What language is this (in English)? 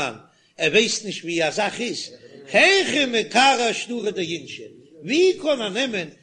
Yiddish